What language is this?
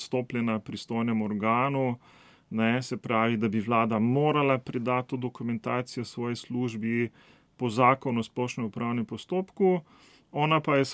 Slovenian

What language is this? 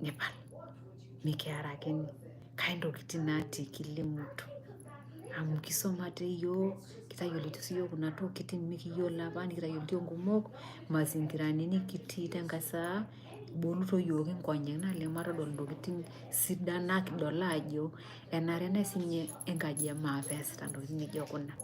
Masai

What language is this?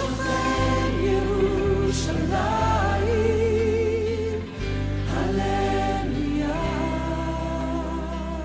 Estonian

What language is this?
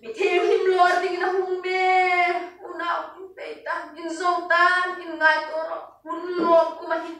Hmar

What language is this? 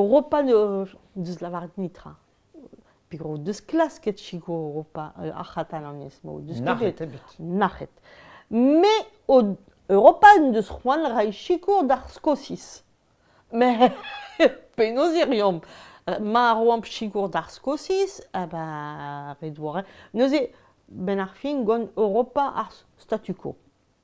Breton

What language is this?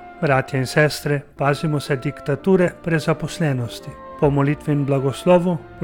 Slovenian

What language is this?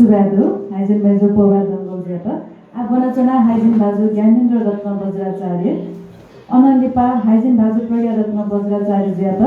Newari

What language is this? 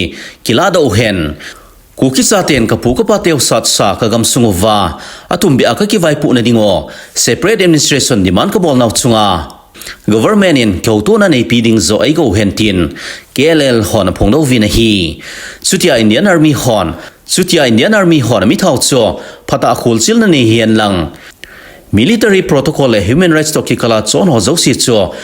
Thado Chin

